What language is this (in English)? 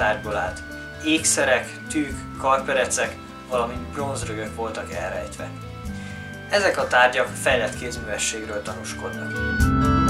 Hungarian